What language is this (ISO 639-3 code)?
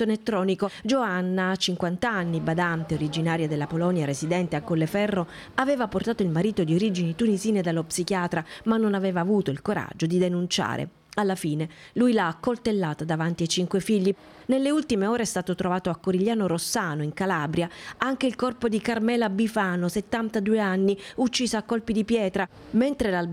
ita